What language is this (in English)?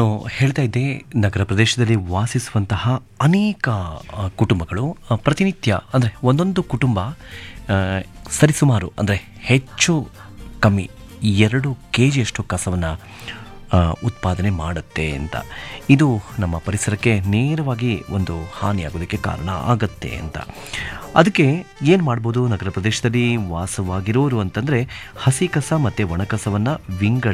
Kannada